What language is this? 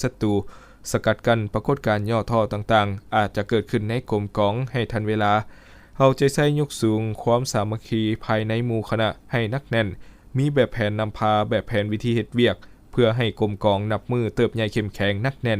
Lao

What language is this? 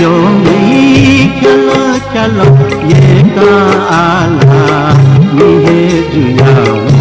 Newari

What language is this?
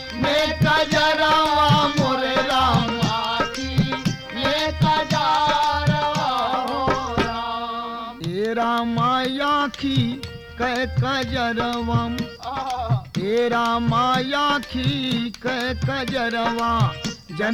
Bhojpuri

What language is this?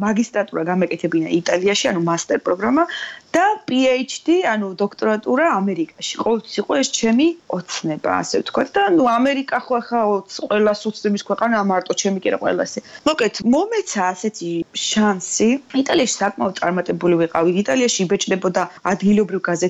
Georgian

